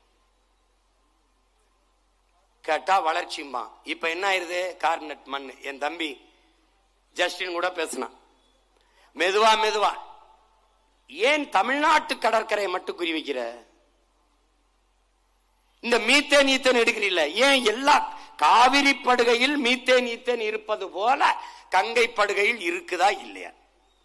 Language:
Tamil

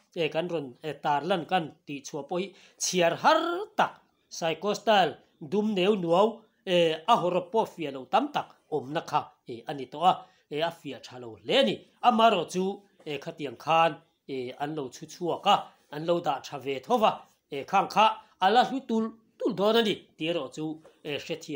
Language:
Mizo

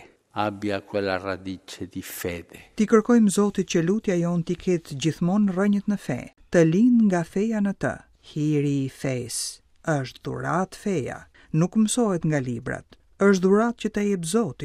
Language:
Albanian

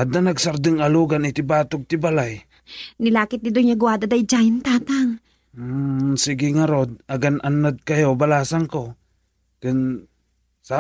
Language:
Iloko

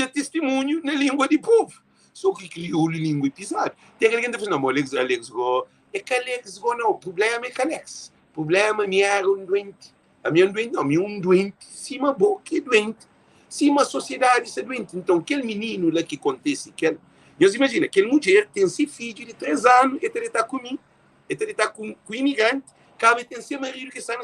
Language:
Kabuverdianu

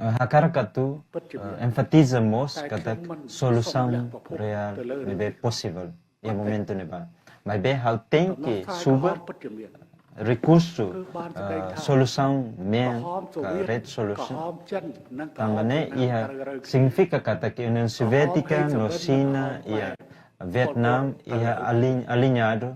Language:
Tetum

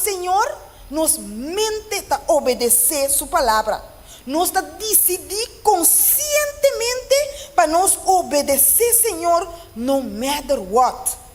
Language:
Papiamento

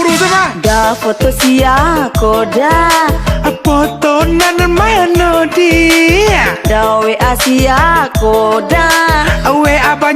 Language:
Minangkabau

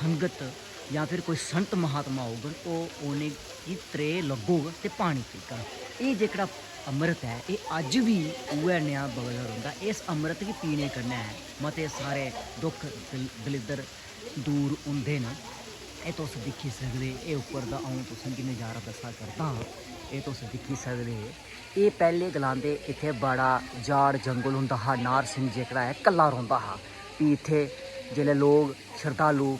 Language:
Dogri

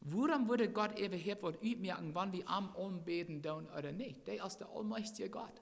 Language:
Plautdietsch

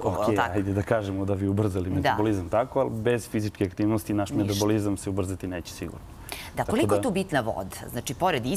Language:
Serbian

